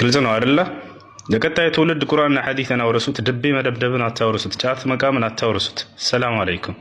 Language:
Amharic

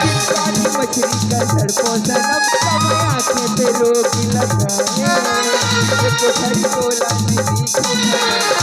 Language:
Chhattisgarhi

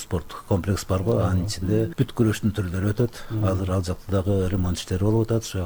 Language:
Kyrgyz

